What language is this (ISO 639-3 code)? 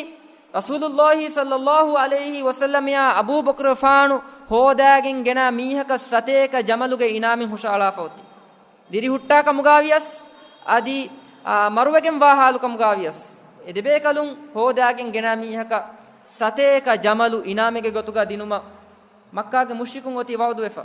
div